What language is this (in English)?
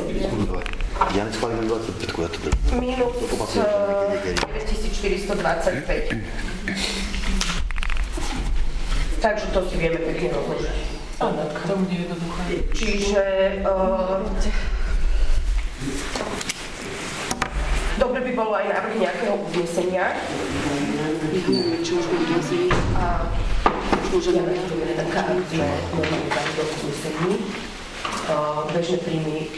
Slovak